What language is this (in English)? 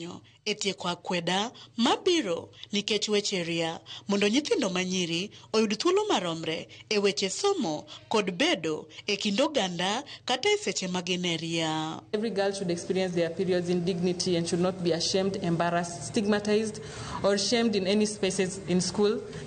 Luo (Kenya and Tanzania)